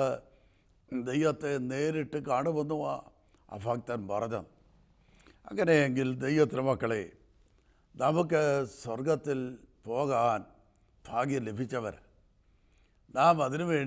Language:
Malayalam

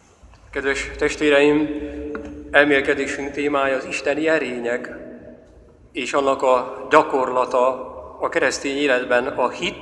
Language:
Hungarian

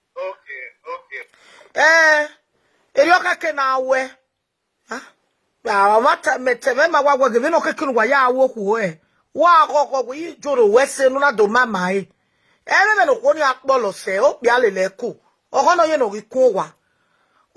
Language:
Nigerian Pidgin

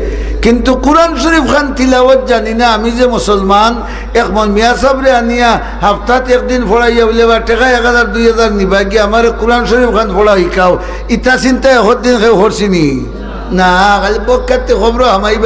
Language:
Sylheti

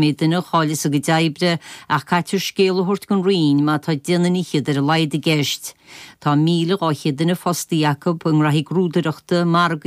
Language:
Irish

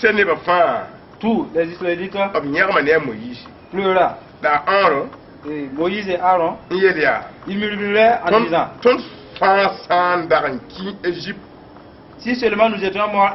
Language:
Mossi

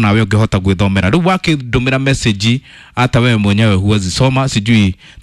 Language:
Kikuyu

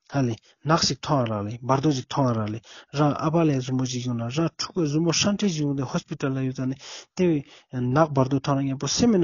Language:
Ladakhi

